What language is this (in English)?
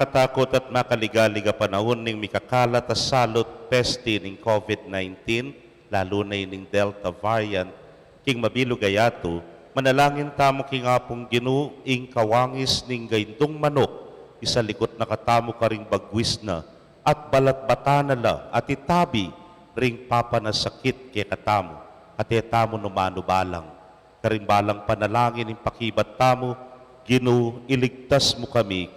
Pampanga